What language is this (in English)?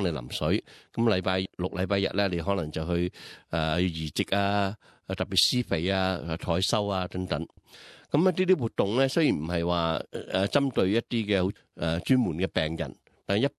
Cantonese